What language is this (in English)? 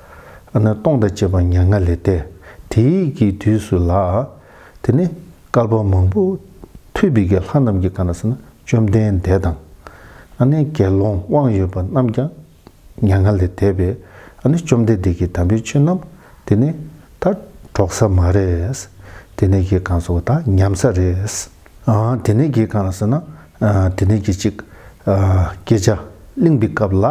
Tibetan